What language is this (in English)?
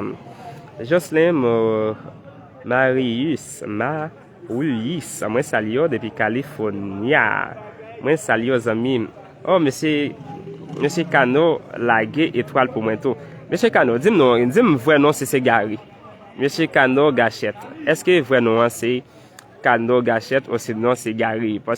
Haitian Creole